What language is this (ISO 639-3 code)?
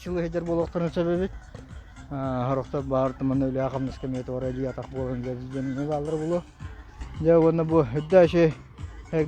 sah